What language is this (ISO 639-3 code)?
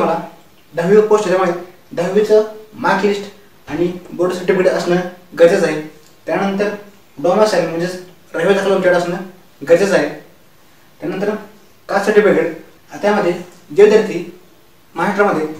mar